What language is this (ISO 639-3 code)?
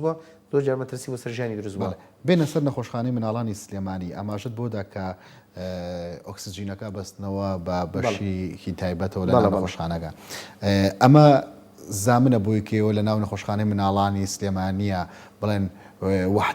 ckb